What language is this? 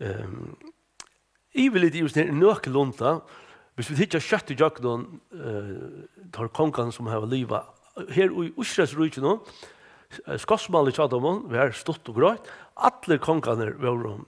Faroese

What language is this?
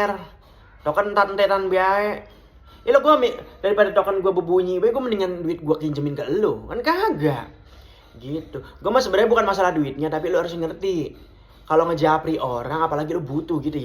Betawi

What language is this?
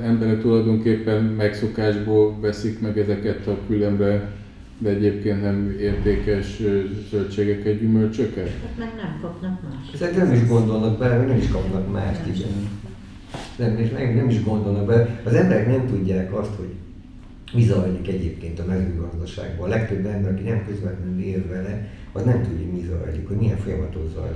Hungarian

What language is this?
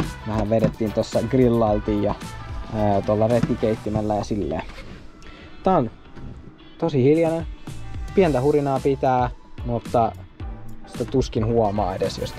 Finnish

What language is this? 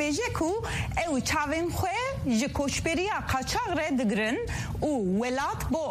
Kurdish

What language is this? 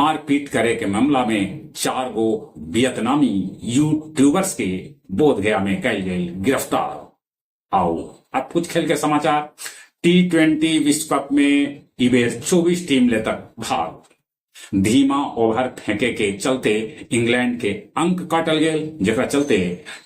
Magahi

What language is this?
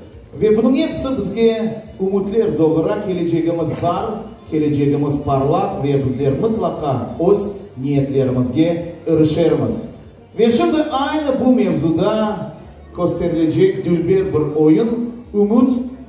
Crimean Tatar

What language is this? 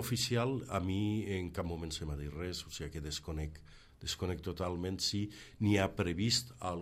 Catalan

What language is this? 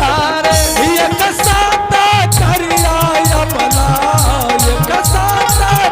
Angika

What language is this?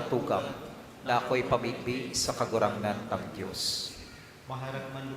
Bikol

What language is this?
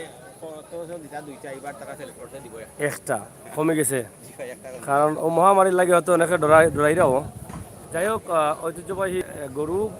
Sylheti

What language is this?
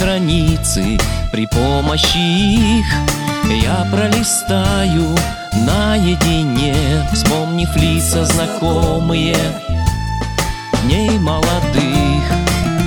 Russian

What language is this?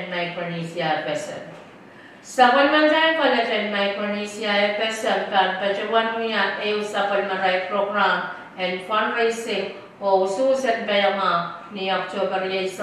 Pohnpeian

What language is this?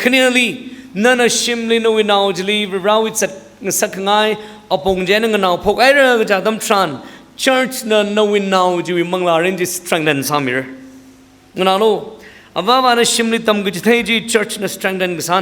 Tangkhul Naga (India)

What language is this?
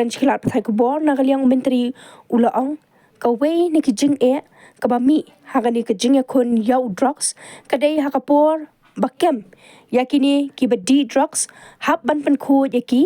Khasi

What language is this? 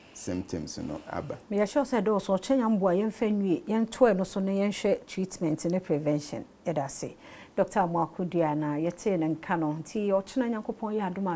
Akan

